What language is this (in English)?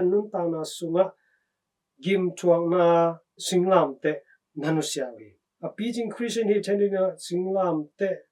Tedim Chin